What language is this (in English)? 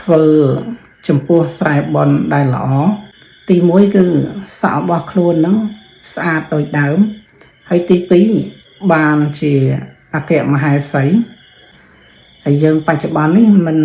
Khmer